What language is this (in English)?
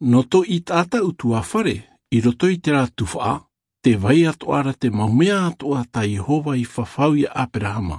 Tahitian